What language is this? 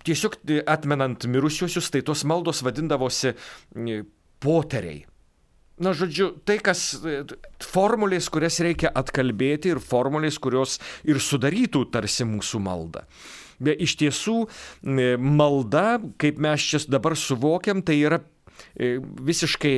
Lithuanian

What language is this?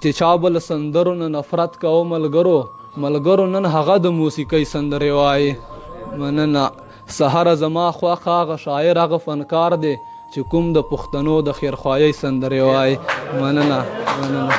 Pashto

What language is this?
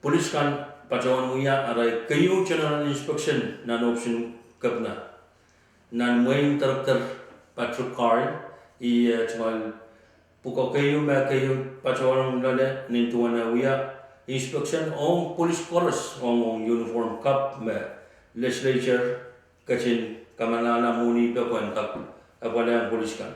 Pohnpeian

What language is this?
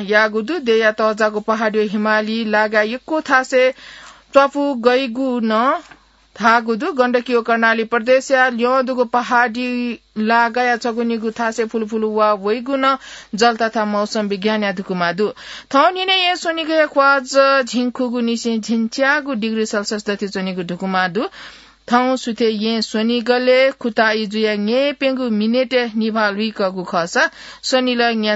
Newari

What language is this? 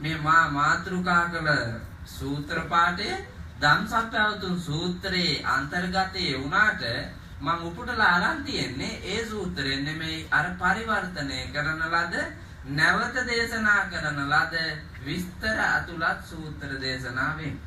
Sinhala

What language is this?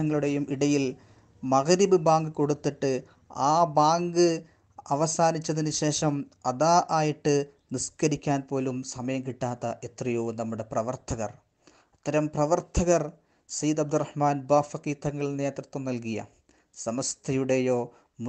Malayalam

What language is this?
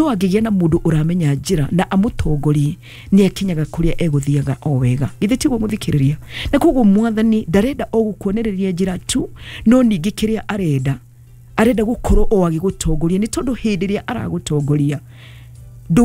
Kikuyu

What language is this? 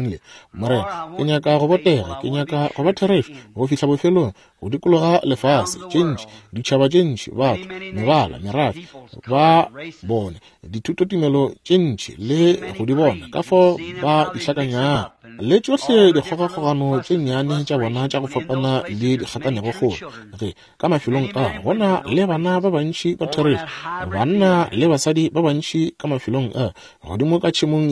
Northern Sotho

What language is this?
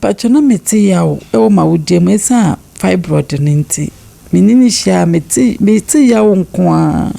Akan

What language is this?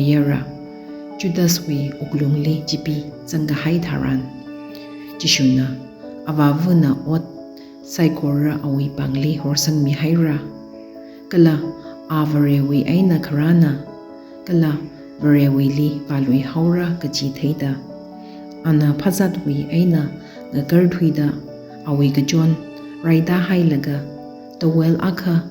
Tangkhul Naga (India)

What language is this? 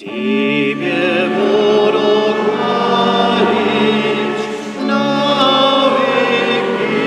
Upper Sorbian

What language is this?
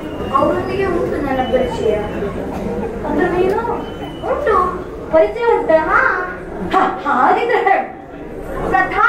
Kannada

